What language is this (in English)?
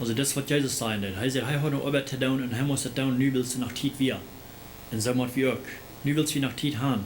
Plautdietsch